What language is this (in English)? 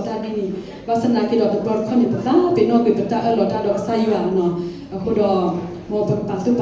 S'gaw Karen